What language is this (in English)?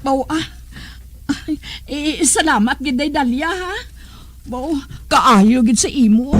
Hiligaynon